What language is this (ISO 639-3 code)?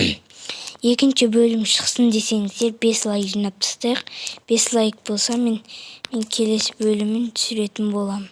kaz